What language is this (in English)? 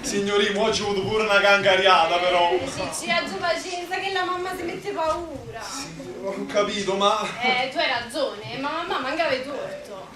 Neapolitan